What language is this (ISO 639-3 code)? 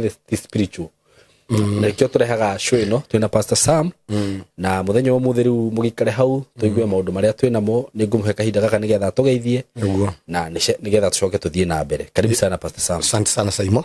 kik